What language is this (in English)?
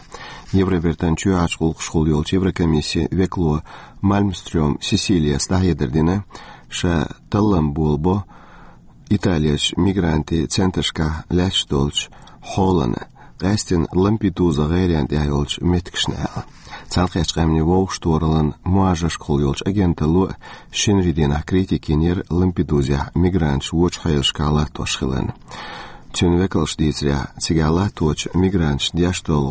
Chechen